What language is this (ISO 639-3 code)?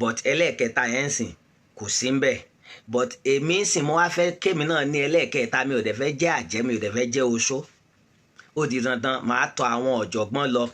yor